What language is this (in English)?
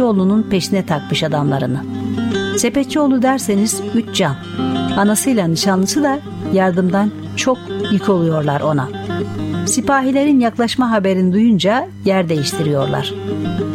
Turkish